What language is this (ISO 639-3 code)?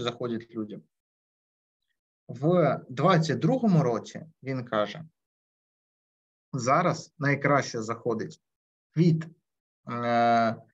ukr